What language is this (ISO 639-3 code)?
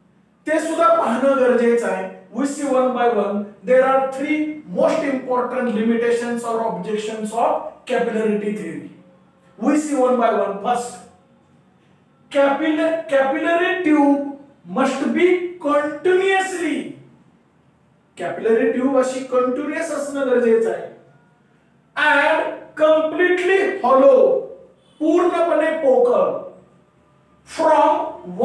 mar